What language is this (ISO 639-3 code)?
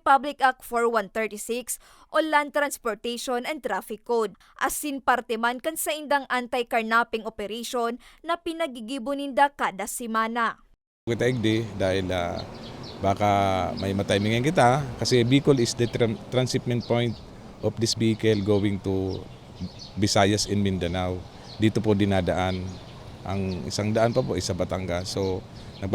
bik